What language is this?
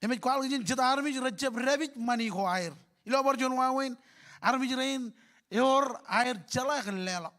Marshallese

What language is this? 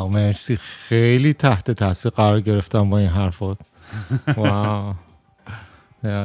Persian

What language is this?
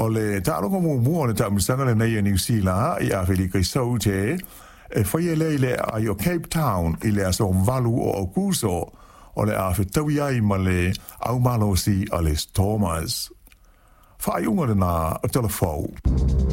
Samoan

